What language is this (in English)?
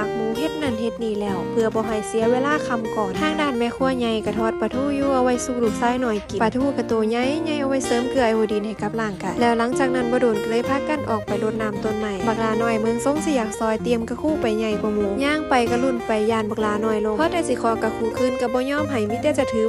Northeastern Thai